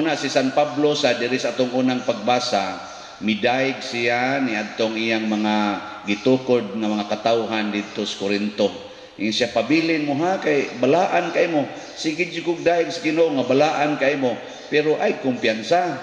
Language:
Cebuano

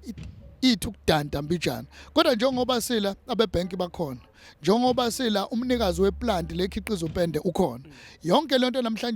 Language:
Zulu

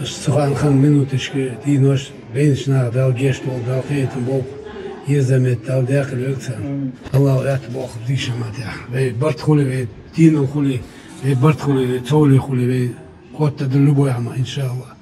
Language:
Ingush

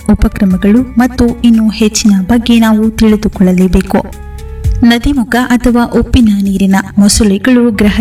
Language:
Kannada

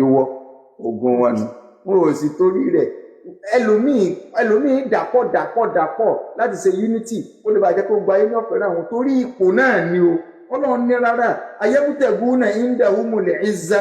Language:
Yoruba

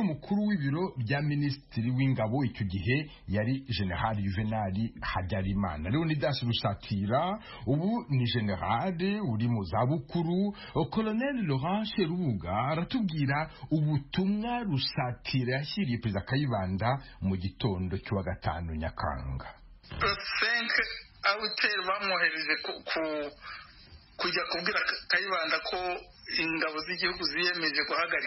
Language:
Kinyarwanda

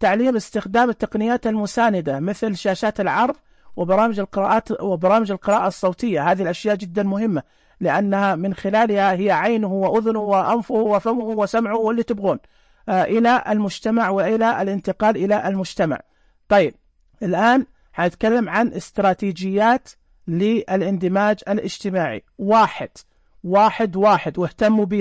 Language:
Najdi Arabic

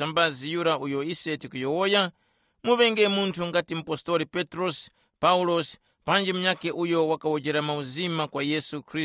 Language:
Tumbuka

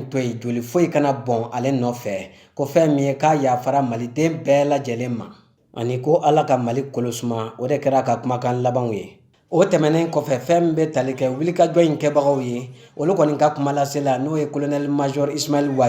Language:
Bambara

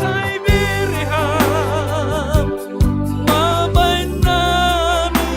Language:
Batak Simalungun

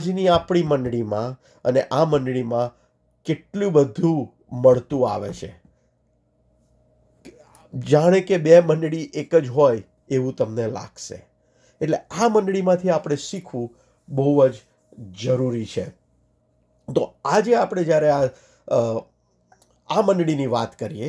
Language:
Gujarati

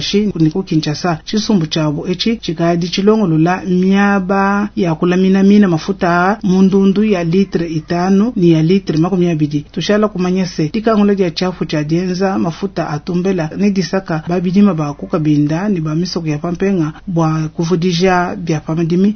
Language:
Luba-Lulua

